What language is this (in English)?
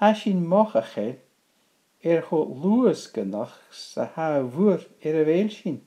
Scottish Gaelic